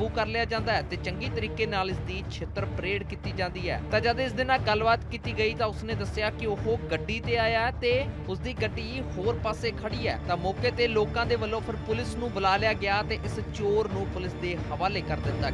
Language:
Punjabi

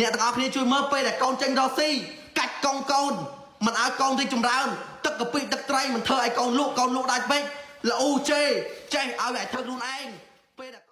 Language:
Khmer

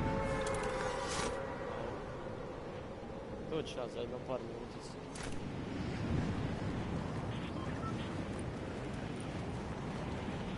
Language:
Croatian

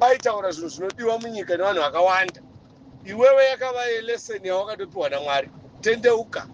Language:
Shona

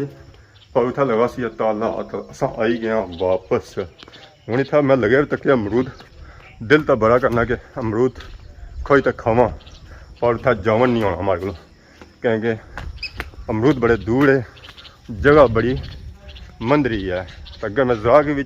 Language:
Pahari-Potwari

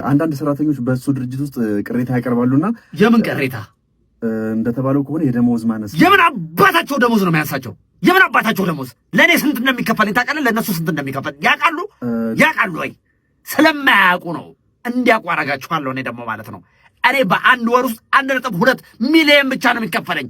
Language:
Amharic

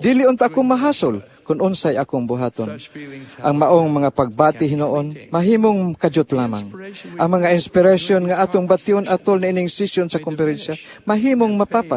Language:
Cebuano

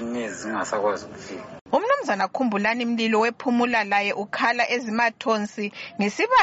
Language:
North Ndebele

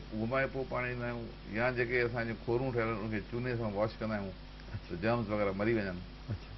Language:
Sindhi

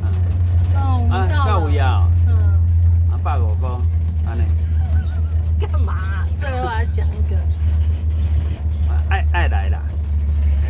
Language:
Min Nan Chinese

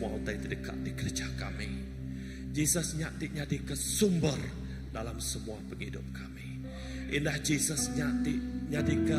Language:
Iban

